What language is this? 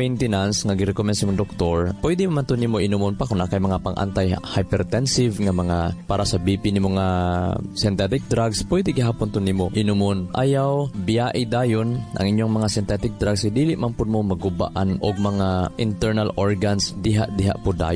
Cebuano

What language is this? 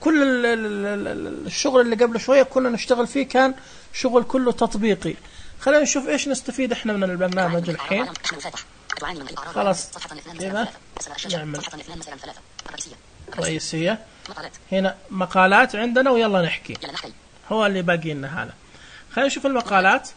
Najdi Arabic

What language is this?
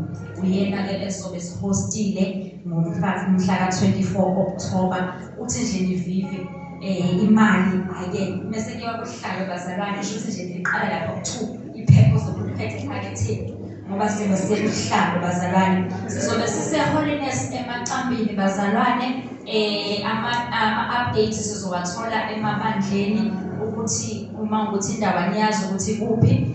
Zulu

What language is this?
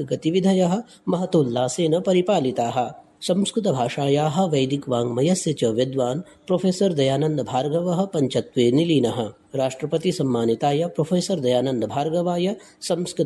Sanskrit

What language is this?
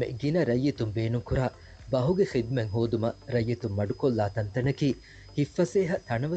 Divehi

